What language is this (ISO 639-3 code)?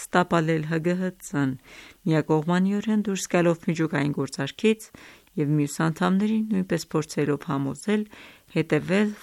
hye